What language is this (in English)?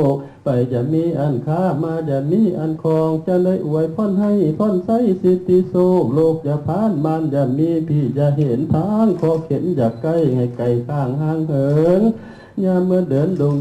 Lao